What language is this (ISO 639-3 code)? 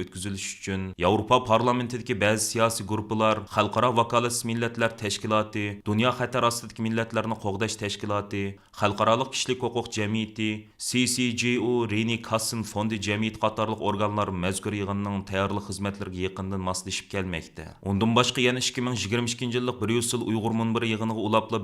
uig